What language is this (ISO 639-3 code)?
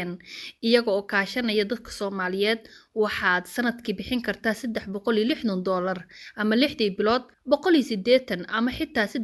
som